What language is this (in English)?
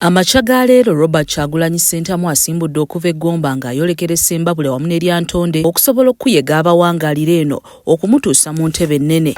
Ganda